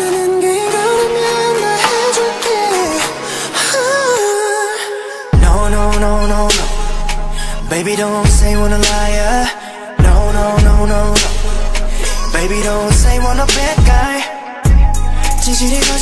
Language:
Korean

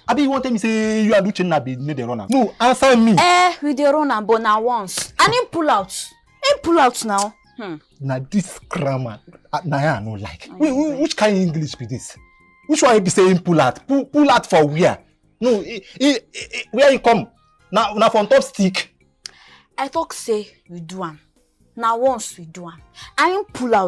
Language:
Nigerian Pidgin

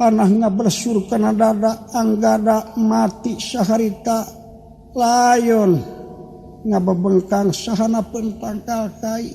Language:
Sundanese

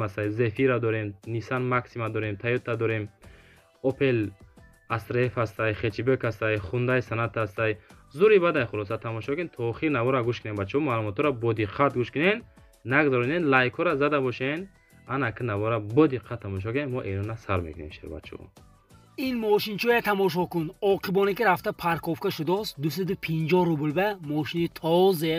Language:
Tajik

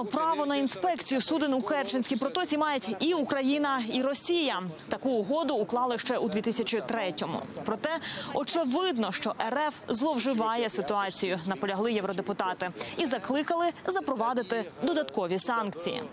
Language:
Ukrainian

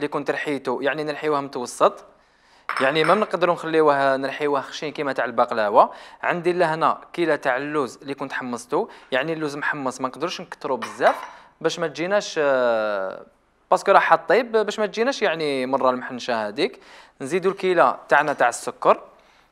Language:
Algerian Arabic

